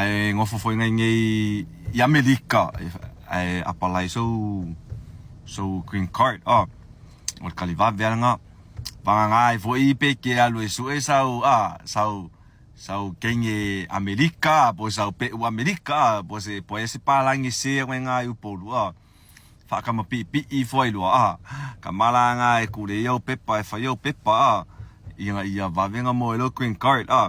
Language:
Samoan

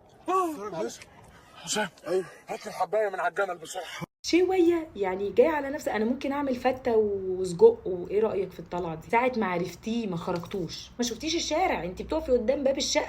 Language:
Egyptian Arabic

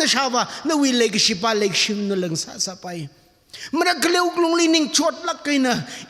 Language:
Tangkhul Naga (India)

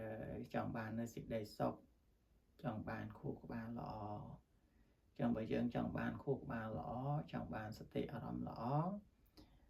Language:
Khmer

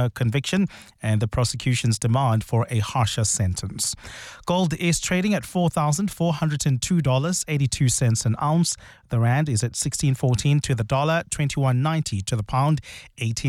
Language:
English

